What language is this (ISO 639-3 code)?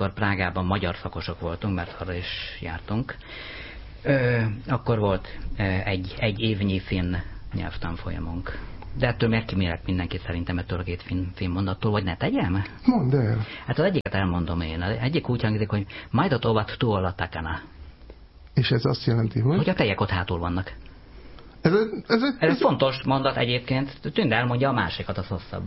hun